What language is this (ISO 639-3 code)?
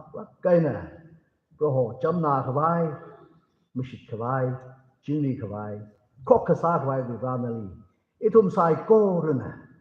nmf